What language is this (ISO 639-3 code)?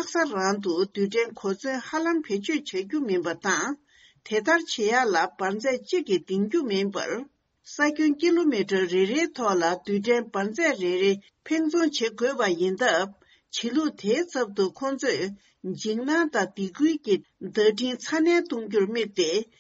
bod